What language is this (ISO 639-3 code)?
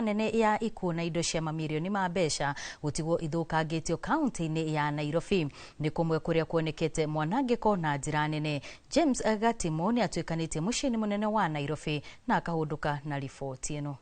kik